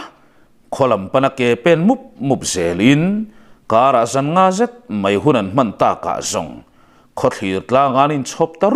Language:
Mizo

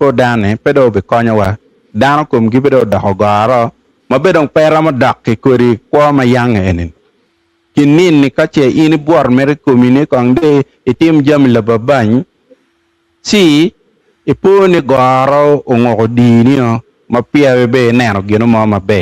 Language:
Acoli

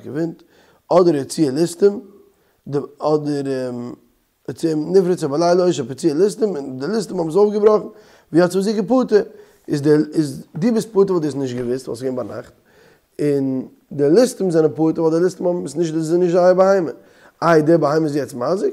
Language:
Yiddish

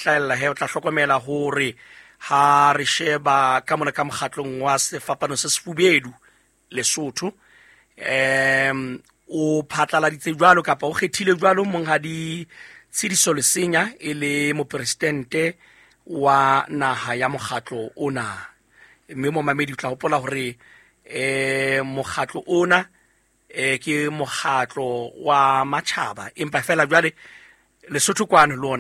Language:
Southern Sotho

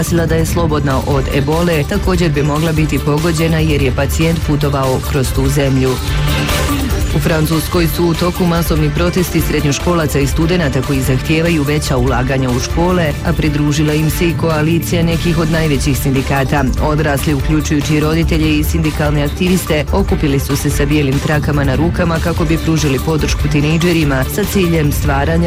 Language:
Bosnian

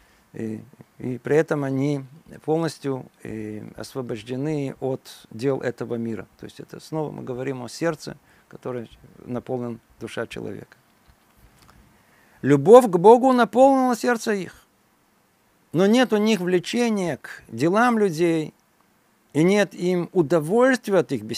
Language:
Russian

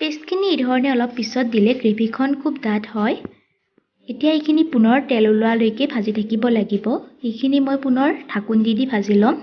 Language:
Assamese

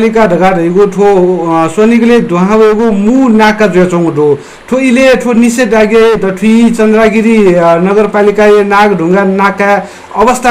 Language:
Newari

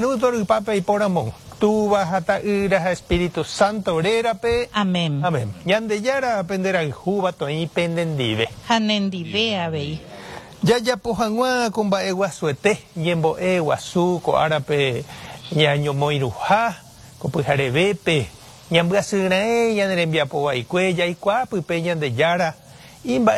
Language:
Guarani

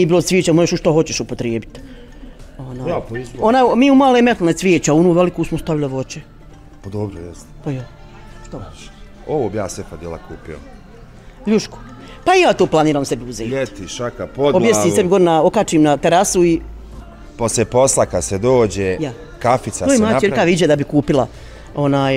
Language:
Bosnian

